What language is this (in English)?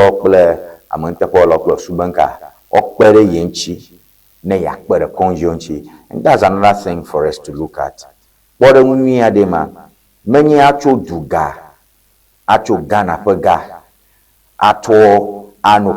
Ewe